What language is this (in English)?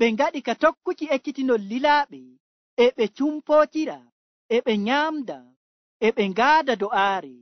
Nigerian Fulfulde